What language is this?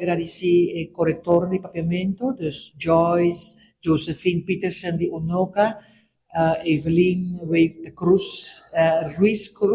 Papiamento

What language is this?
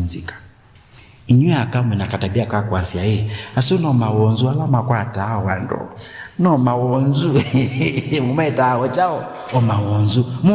Kamba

